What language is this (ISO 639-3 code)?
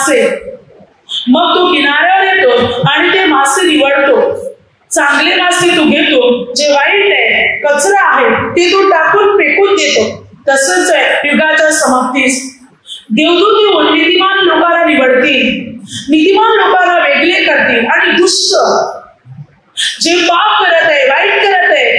mar